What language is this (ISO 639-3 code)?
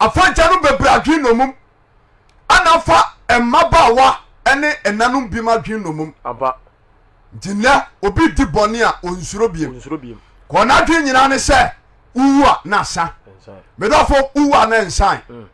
aka